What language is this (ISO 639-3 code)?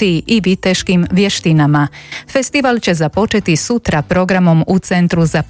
hrv